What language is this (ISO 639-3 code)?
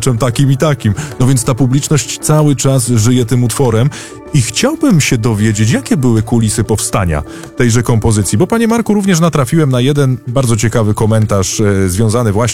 pol